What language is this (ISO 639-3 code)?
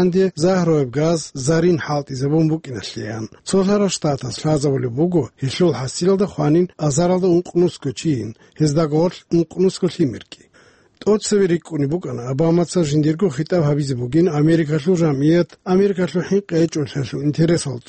ava